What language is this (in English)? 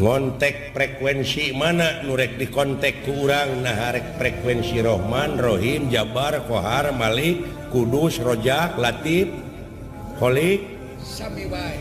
Sundanese